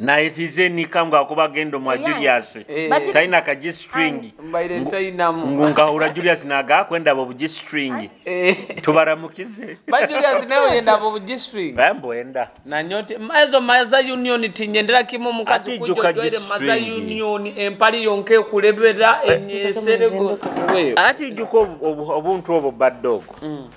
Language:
Nyoro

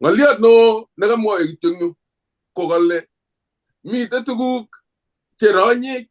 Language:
Kalenjin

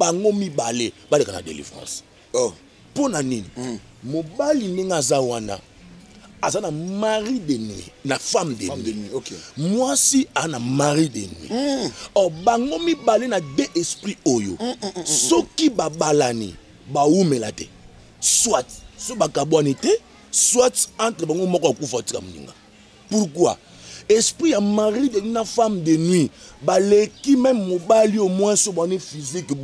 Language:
Lingala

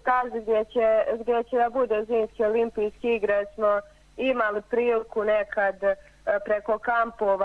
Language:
Croatian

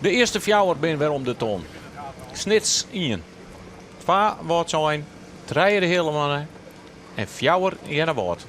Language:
Western Frisian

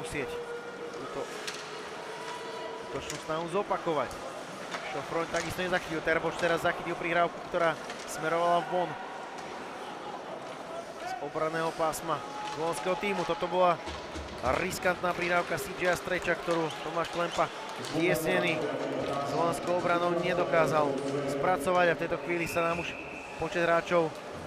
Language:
Slovak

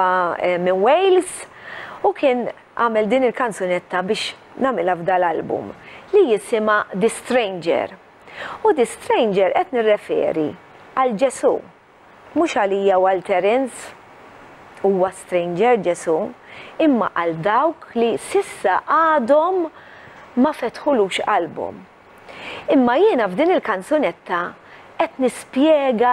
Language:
Maltese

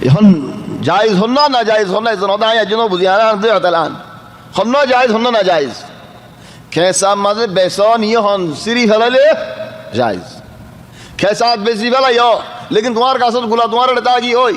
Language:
Rohingya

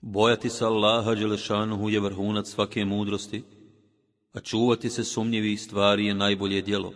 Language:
Bosnian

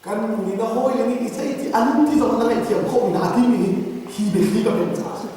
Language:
Hakha Chin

